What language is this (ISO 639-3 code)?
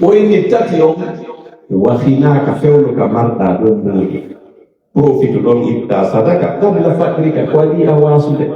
fuf